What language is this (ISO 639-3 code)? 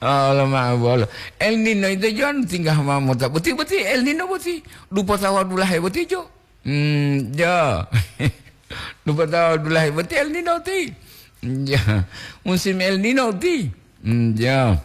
gor